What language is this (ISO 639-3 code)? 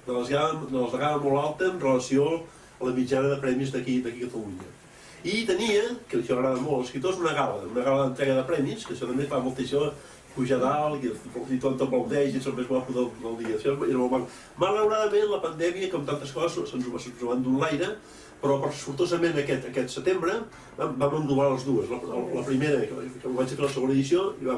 cat